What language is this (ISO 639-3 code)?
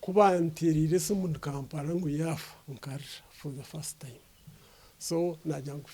nyn